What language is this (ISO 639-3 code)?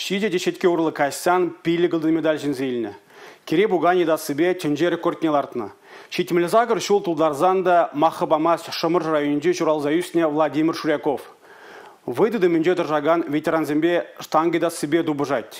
chv